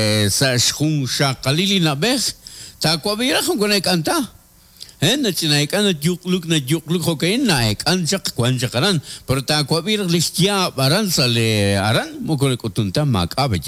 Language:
Kekchí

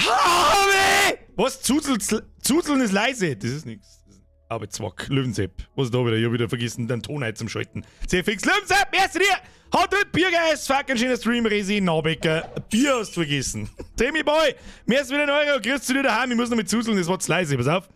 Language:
Bavarian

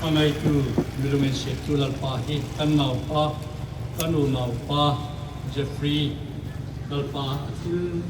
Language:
Hmar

